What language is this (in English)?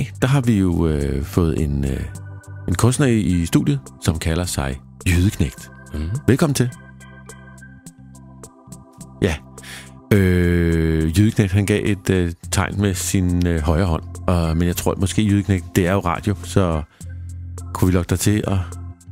Danish